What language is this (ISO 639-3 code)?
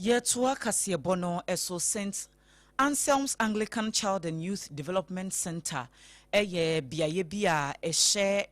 aka